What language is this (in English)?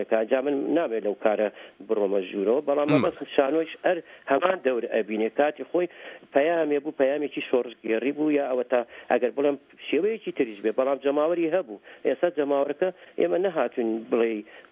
Central Kurdish